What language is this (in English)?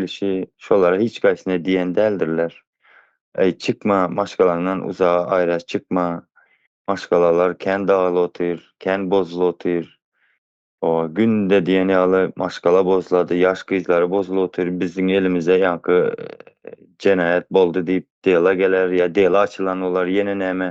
Turkmen